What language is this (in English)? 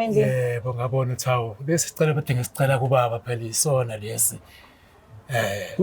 Zulu